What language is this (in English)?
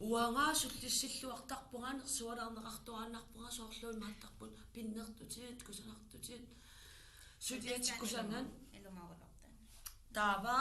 Kalaallisut